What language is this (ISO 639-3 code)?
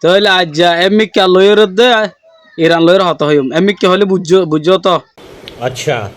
rhg